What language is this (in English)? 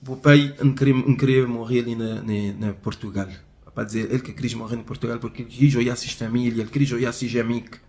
Kabuverdianu